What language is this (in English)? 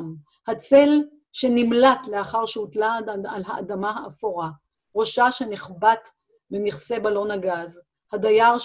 Hebrew